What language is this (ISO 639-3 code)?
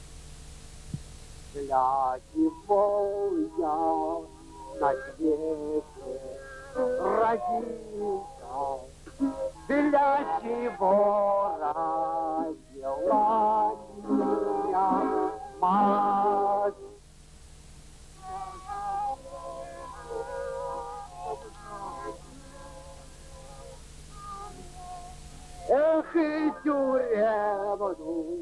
rus